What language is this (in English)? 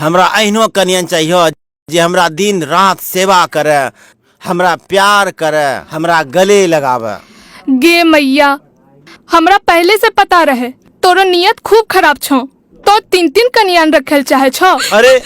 Angika